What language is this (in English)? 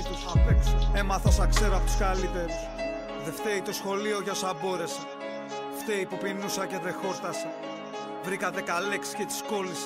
Greek